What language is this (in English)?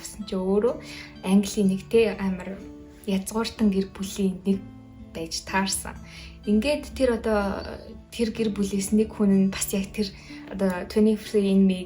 Mongolian